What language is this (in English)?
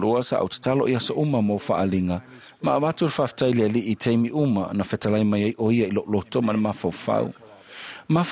Samoan